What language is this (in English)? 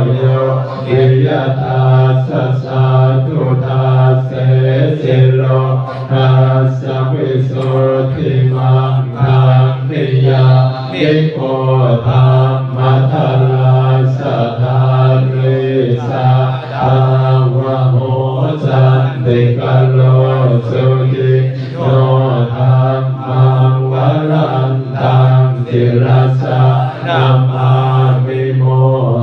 Pali